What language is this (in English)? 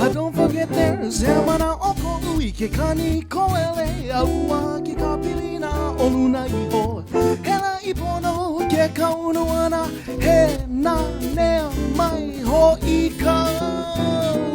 Hawaiian